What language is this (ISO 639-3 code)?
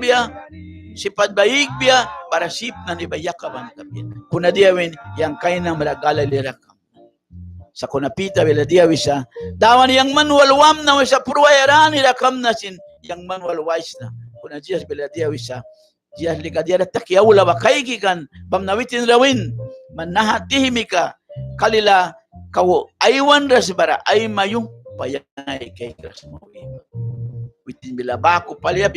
miq